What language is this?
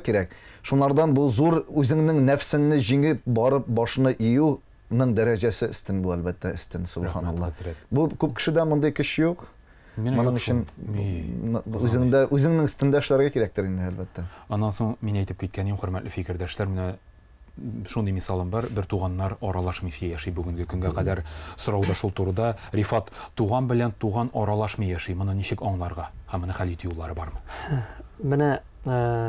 Tatar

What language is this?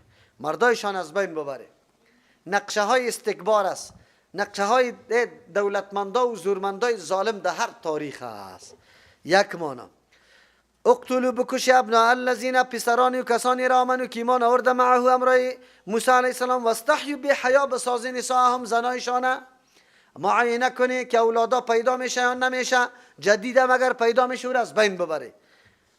Persian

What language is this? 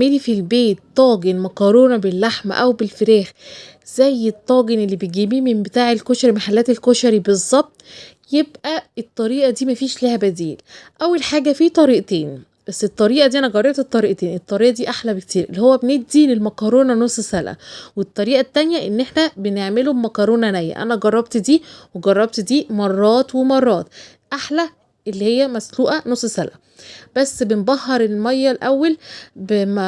Egyptian Arabic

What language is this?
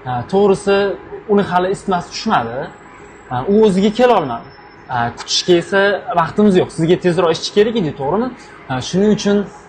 Uzbek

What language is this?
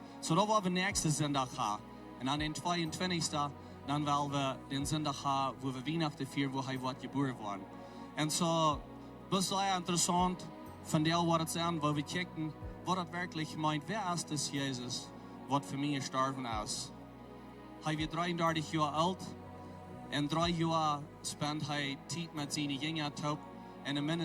Plautdietsch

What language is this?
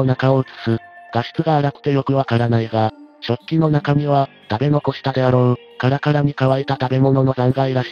Japanese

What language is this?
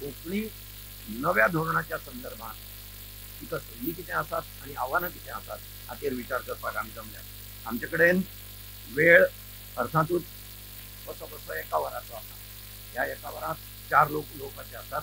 Konkani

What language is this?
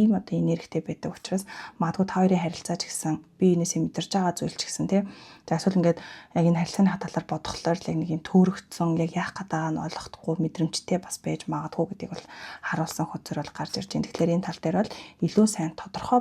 Mongolian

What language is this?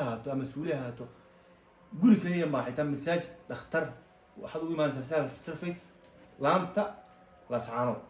Somali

